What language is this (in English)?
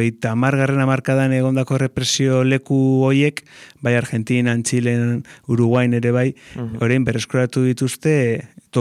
Basque